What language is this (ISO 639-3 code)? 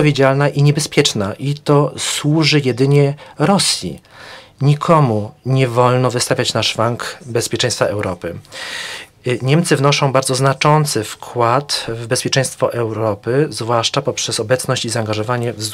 pol